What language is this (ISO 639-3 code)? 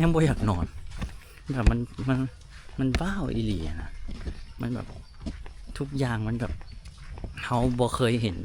lao